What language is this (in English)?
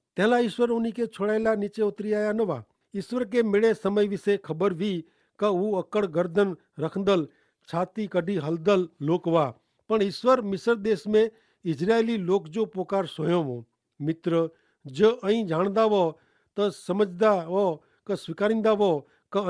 Kachhi